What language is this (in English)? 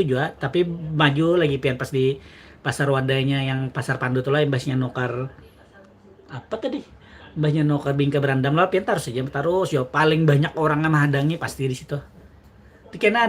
Banjar